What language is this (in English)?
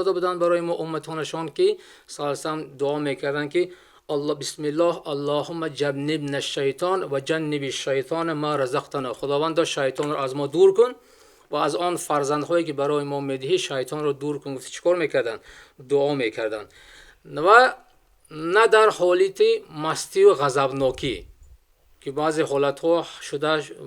Tajik